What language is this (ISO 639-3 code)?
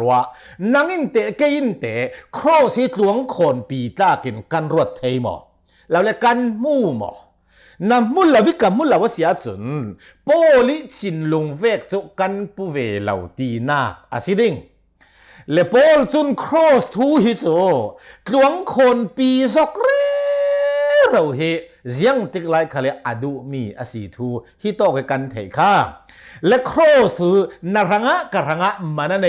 cnh